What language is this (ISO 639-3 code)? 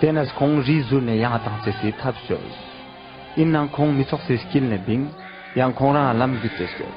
lbj